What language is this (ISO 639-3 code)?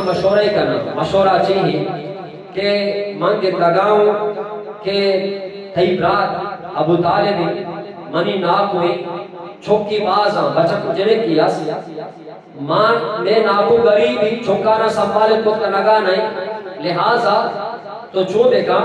bgp